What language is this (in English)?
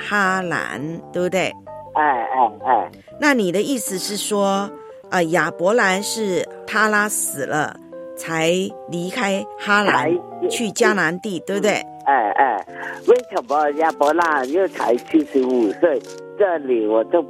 Chinese